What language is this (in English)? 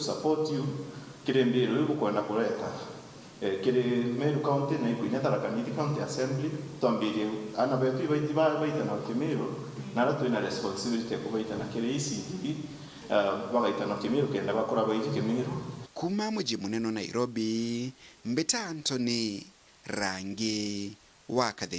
Meru